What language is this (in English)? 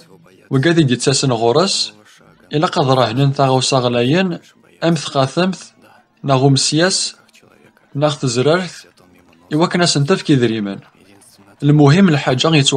Kabyle